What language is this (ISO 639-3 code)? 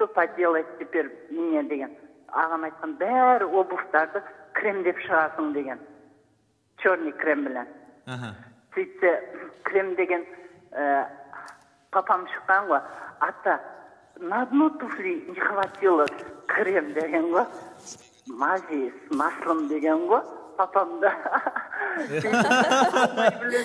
kaz